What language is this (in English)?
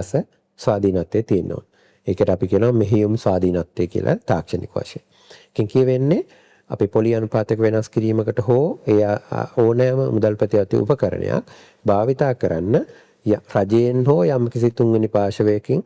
Sinhala